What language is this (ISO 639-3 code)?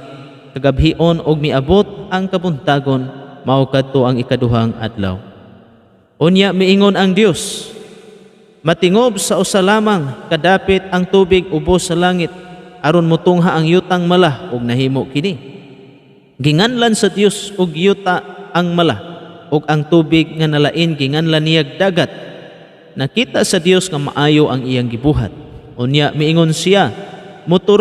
ceb